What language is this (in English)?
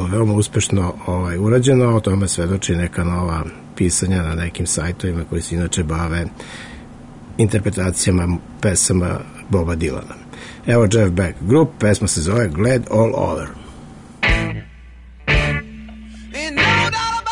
Serbian